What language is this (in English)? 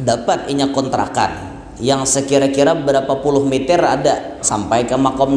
Banjar